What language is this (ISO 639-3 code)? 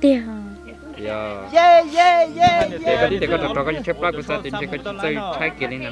hmn